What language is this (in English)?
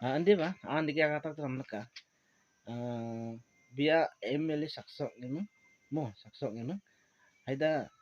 Garo